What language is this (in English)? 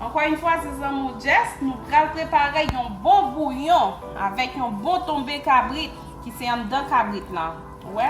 Haitian Creole